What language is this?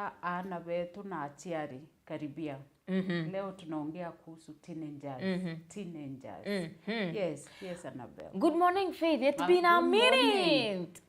Meru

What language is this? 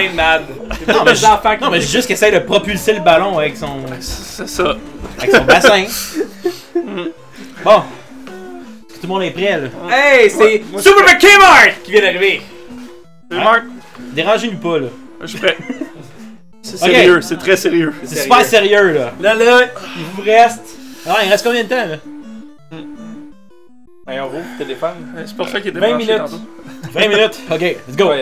French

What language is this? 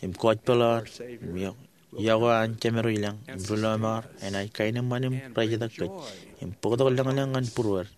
Marshallese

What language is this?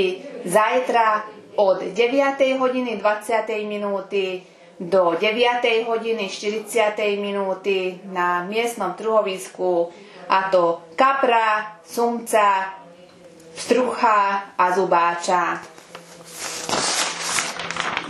Slovak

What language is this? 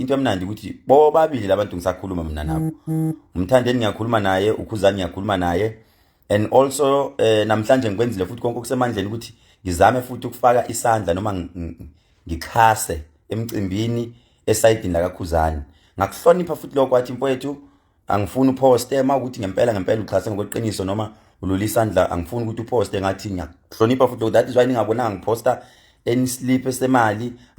Zulu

